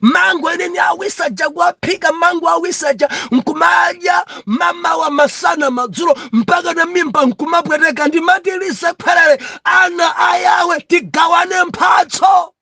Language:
Nyanja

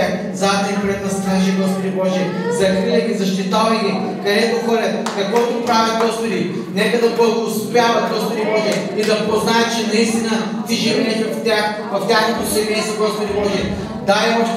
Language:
Bulgarian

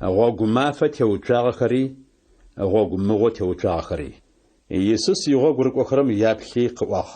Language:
Adyghe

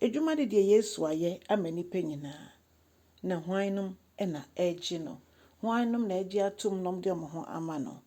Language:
Akan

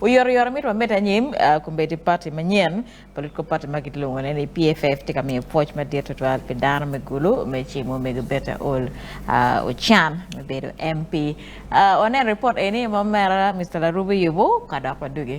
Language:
Acoli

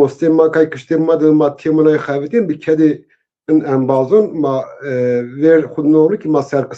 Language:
Zaza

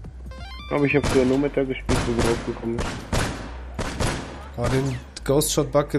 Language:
German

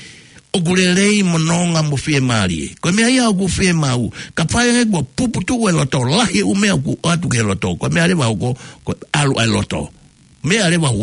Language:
Tongan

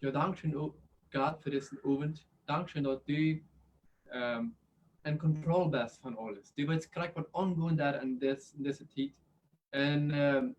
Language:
Plautdietsch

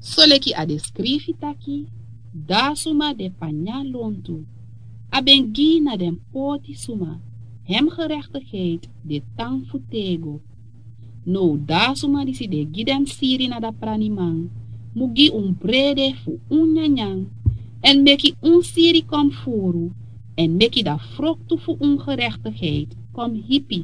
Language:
Sranan Tongo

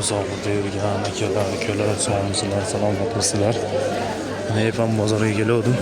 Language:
Uzbek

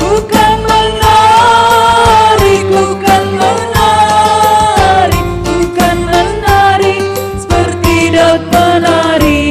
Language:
Batak Simalungun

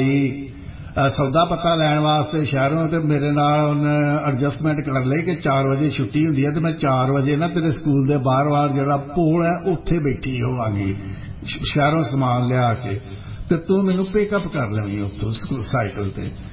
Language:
Punjabi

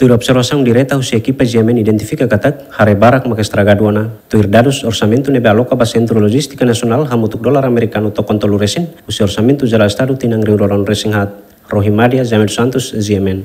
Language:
Tetum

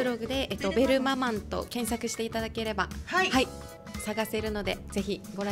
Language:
Japanese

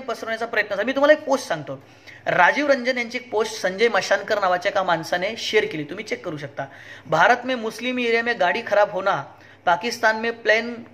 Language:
Marathi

